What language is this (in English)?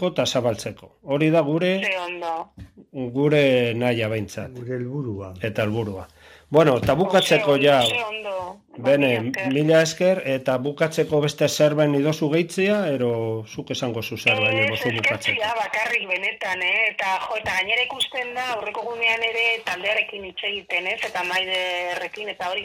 Basque